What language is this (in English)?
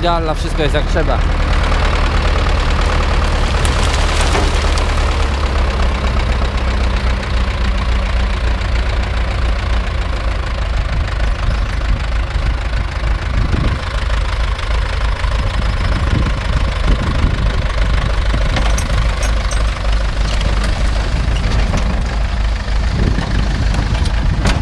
Polish